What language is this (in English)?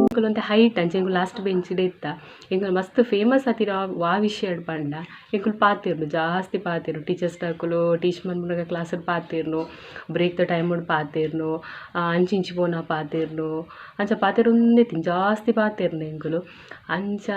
Tulu